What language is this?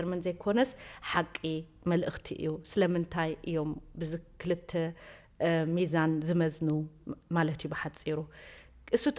Tigrinya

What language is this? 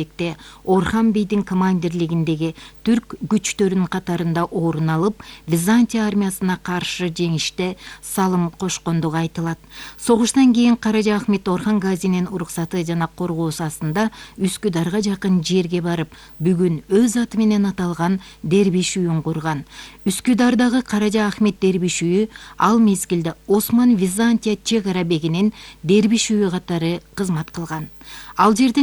Kyrgyz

